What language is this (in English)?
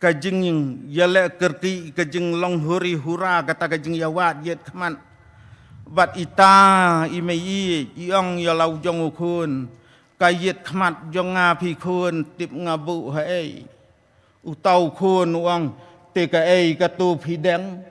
Khasi